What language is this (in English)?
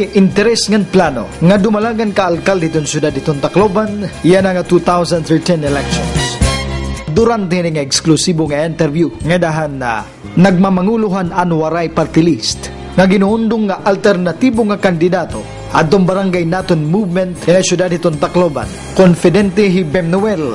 Waray